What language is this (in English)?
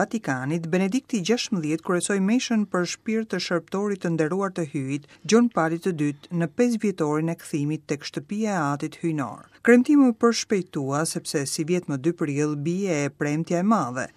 Albanian